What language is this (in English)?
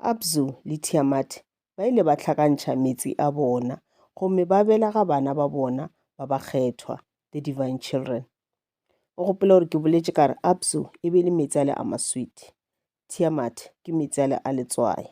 Northern Sotho